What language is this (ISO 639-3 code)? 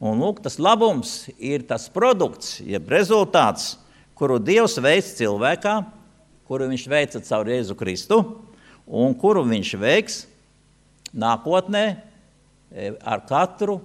lav